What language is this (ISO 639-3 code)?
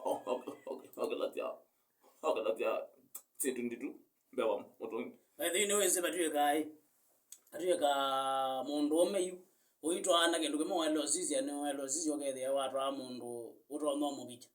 kam